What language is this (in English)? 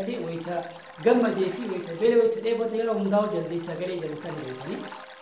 Oromo